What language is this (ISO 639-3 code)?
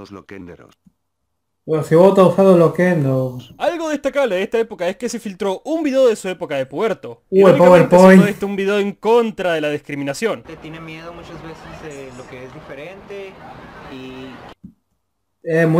spa